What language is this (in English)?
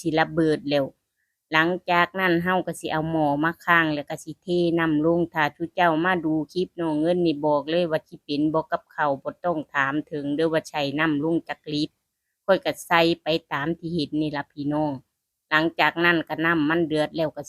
Northeastern Thai